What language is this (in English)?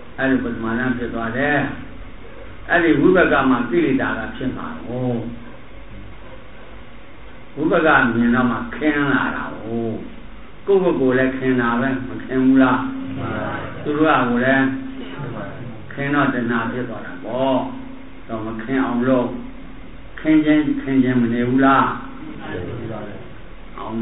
Burmese